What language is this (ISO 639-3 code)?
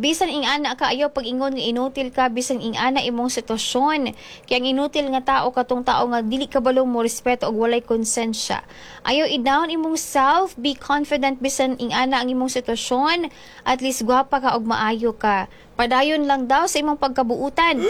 ceb